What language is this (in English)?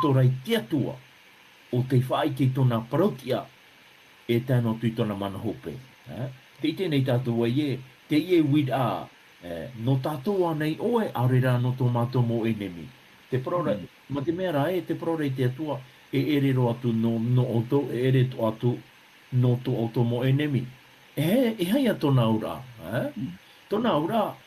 Tahitian